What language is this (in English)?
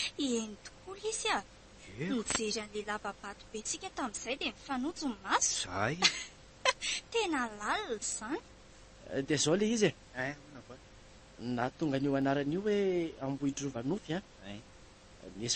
Malagasy